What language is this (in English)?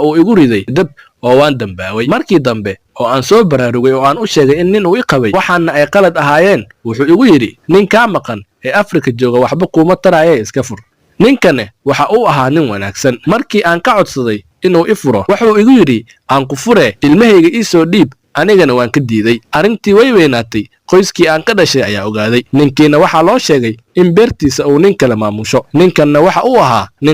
Somali